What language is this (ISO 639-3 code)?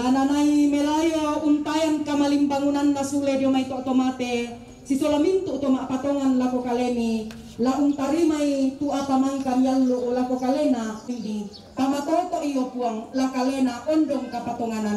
sda